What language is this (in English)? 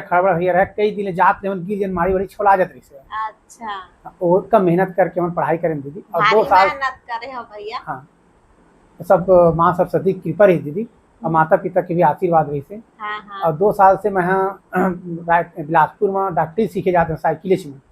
Chhattisgarhi